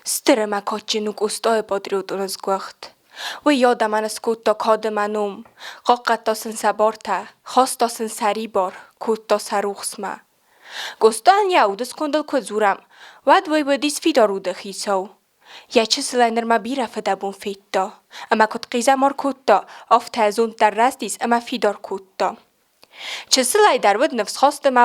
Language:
Ossetic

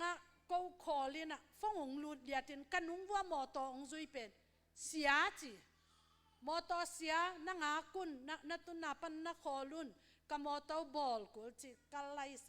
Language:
Tedim Chin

